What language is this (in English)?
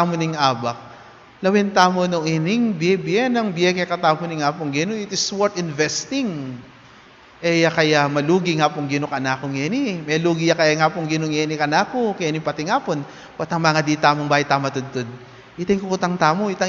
Pampanga